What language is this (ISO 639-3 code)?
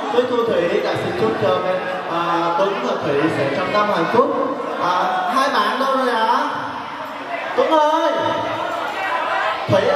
vie